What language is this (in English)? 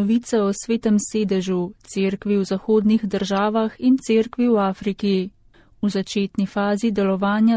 Slovenian